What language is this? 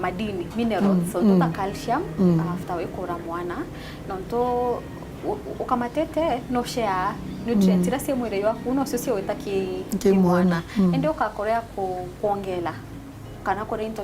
Meru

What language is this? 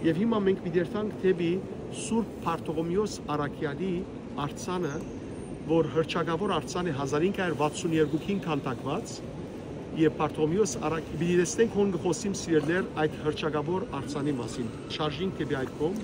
Western Armenian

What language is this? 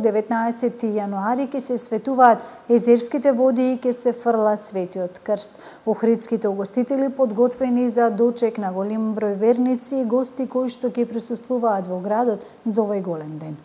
Macedonian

